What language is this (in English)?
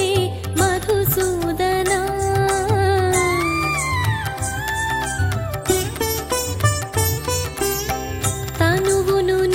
Telugu